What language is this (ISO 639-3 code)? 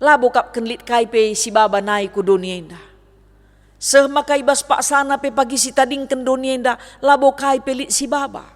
btx